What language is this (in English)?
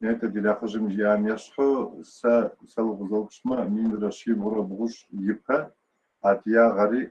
Kabardian